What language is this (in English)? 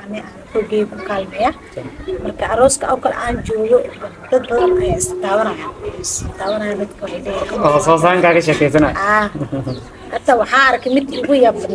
Somali